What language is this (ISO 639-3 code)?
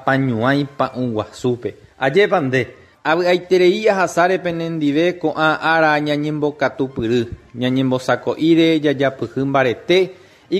grn